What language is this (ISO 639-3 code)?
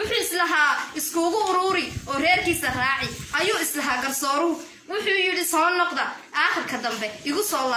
som